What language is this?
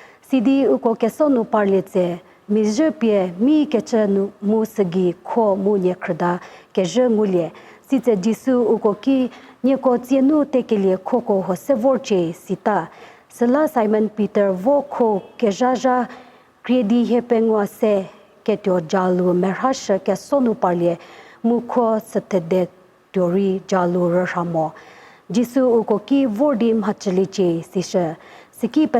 Angami Naga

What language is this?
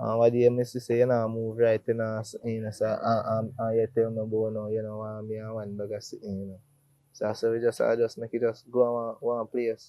Jamaican Creole English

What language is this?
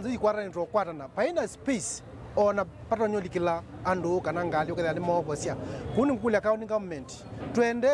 Kamba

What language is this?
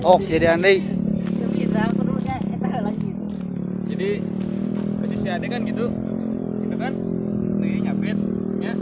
Sundanese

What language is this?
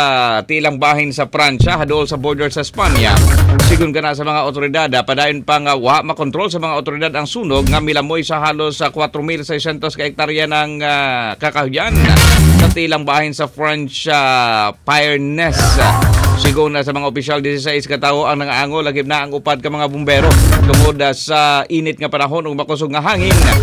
Cebuano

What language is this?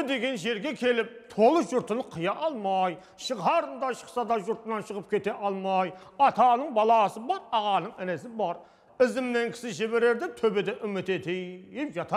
Kara-Kalpak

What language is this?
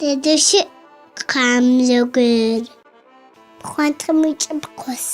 Adyghe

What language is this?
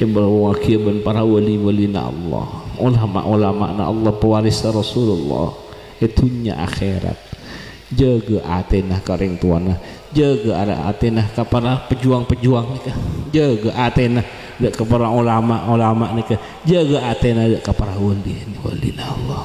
Madurese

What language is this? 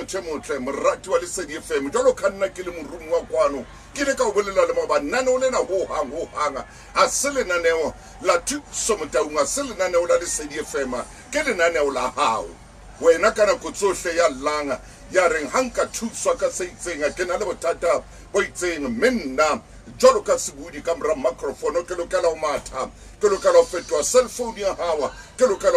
Southern Sotho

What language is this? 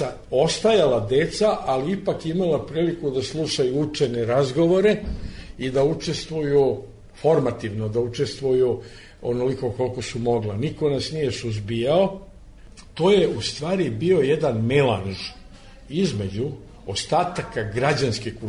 Serbian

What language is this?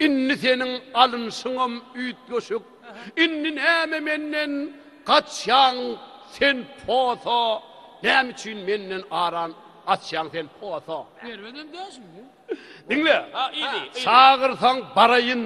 Turkmen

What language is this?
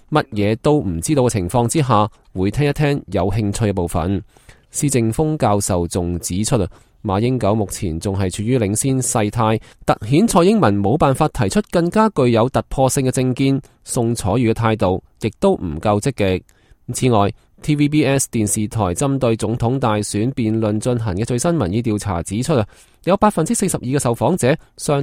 Cantonese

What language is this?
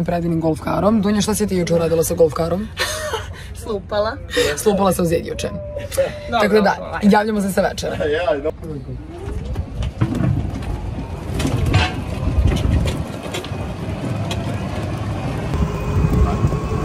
Serbian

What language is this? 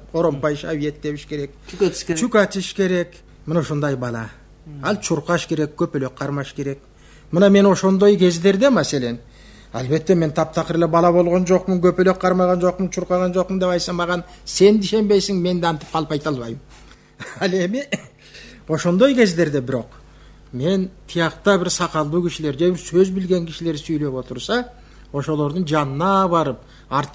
Kyrgyz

